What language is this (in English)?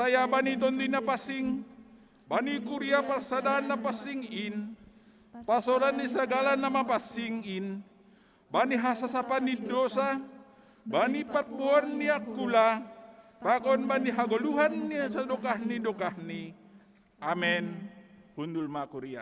Batak Simalungun